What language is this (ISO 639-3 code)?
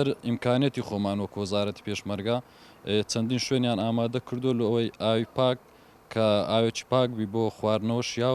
ckb